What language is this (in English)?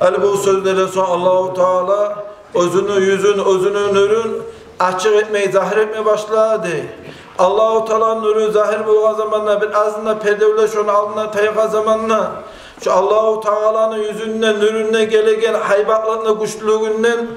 Kumyk